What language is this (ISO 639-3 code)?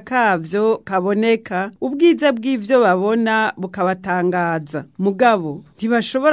run